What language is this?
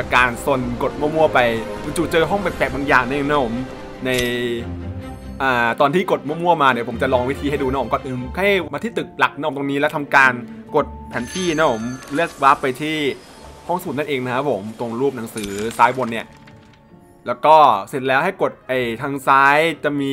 Thai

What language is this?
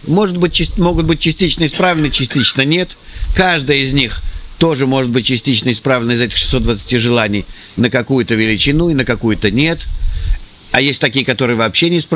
Russian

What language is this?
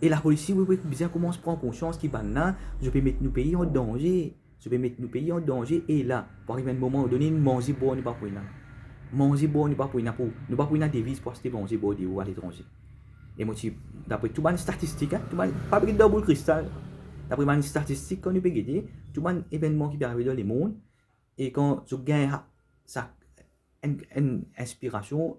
Morisyen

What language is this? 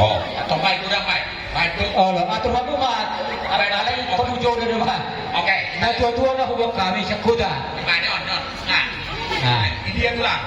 Batak Toba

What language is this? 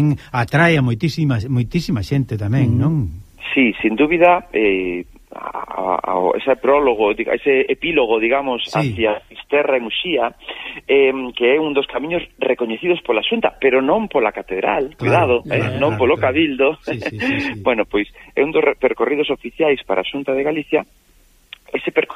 Galician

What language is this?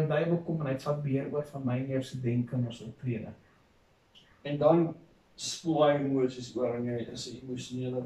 Afrikaans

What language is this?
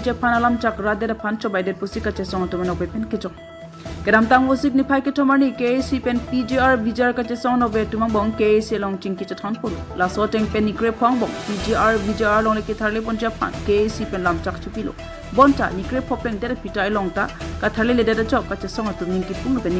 Karbi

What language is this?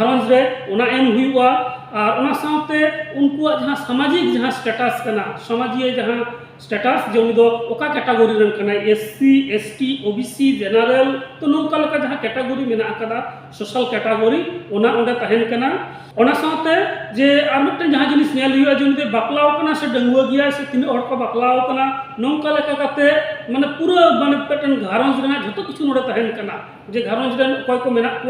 Santali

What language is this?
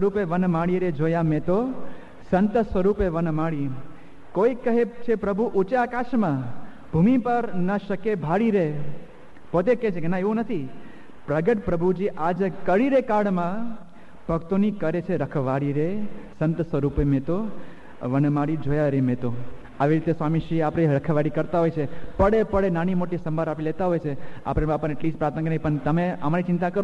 Gujarati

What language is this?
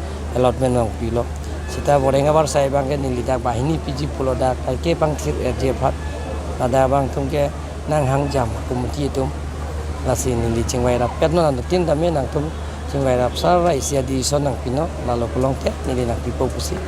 Karbi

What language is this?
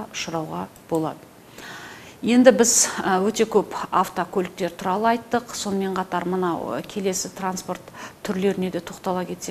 Kazakh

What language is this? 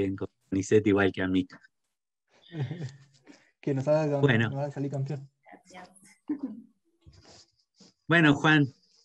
Spanish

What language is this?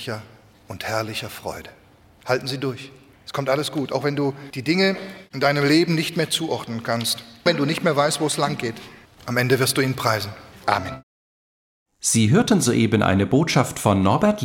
German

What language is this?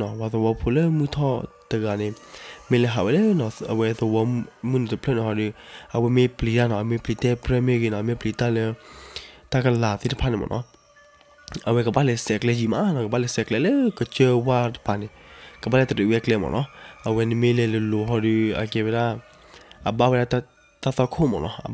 S'gaw Karen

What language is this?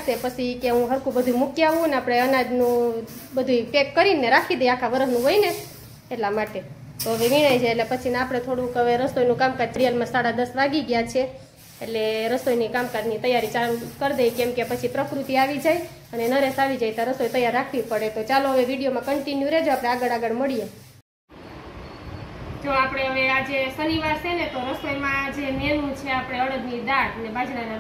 Gujarati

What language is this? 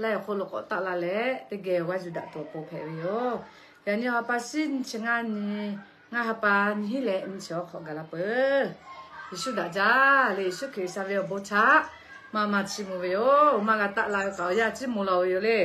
Lahu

